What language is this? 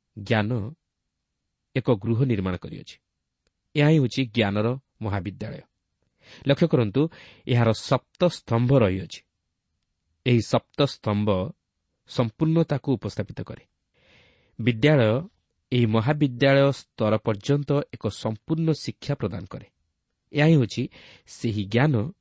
Odia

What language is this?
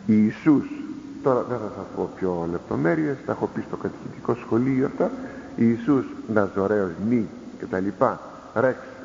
Greek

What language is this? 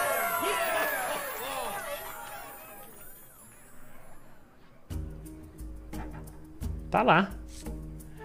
Portuguese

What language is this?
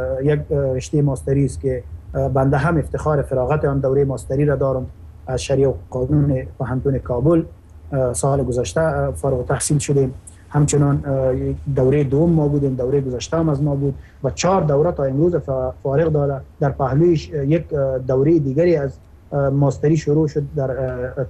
Persian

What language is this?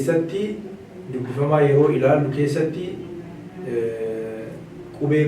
Oromo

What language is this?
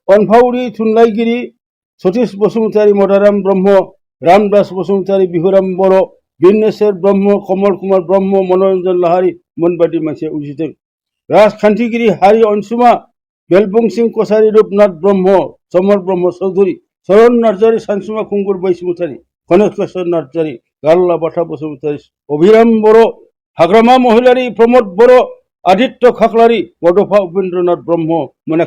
Bodo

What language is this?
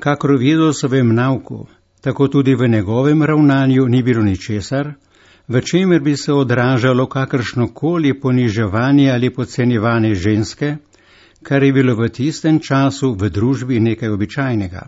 Slovenian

